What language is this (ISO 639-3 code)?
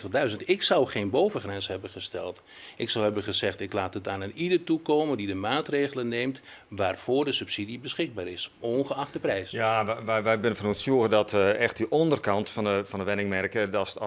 fry